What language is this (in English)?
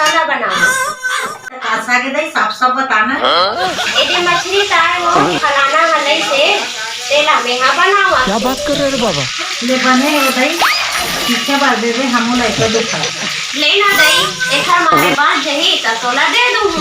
Chhattisgarhi